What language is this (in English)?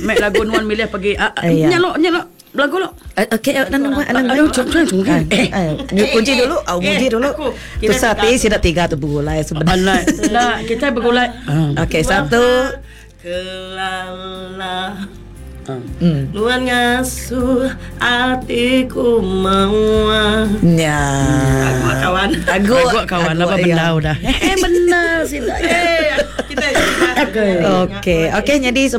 Iban